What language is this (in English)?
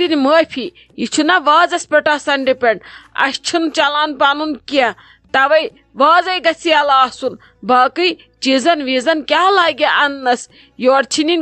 Kashmiri